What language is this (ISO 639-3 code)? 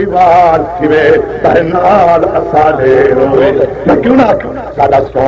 skr